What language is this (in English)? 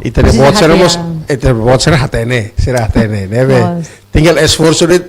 Tetum